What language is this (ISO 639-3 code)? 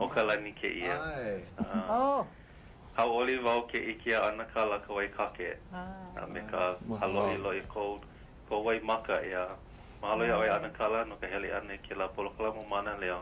haw